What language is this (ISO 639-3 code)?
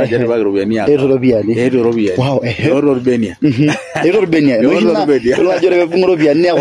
mas